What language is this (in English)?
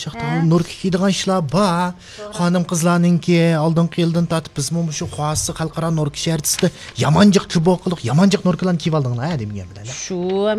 Uyghur